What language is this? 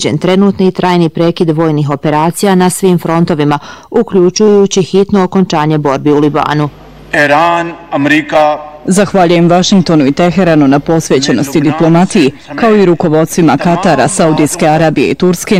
Bosnian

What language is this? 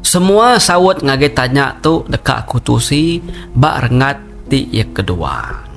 Iban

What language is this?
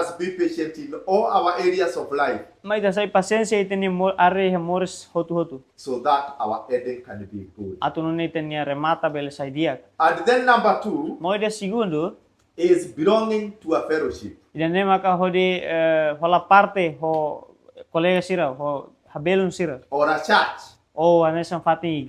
Tetum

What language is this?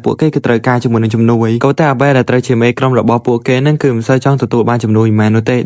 Khmer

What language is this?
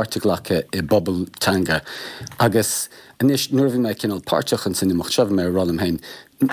Irish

